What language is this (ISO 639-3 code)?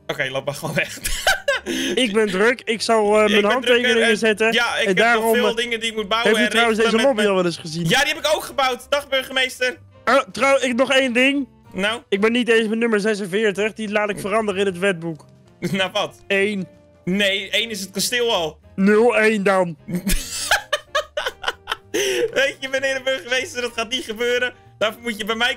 nld